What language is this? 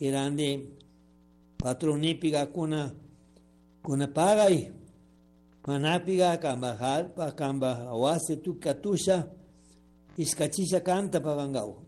Chimborazo Highland Quichua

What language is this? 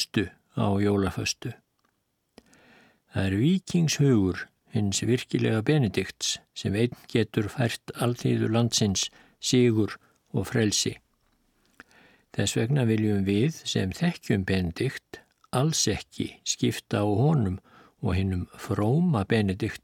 Icelandic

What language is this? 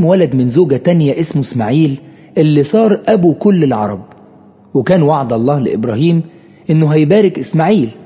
Egyptian Arabic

